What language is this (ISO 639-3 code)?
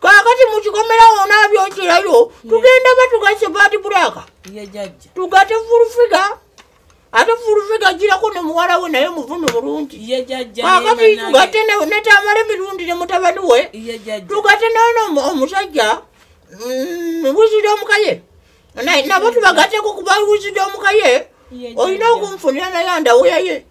lug